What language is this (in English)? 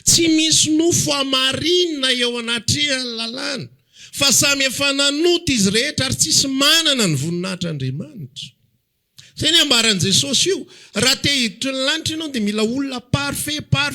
Malagasy